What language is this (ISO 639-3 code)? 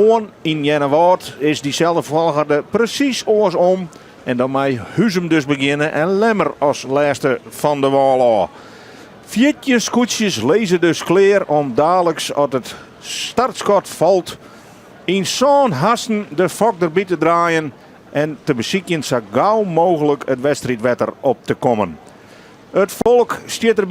fry